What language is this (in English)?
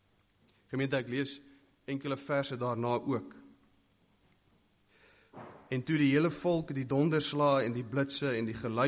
Afrikaans